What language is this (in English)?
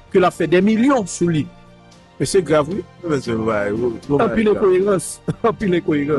Haitian Creole